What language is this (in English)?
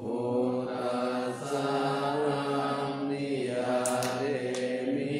Pali